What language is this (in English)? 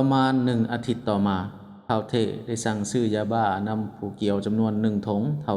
Lao